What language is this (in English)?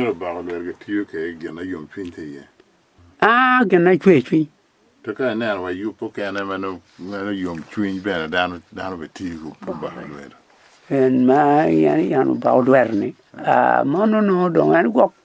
Acoli